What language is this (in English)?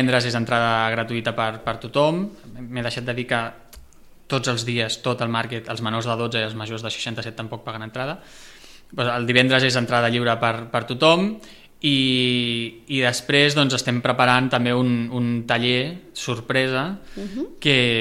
Catalan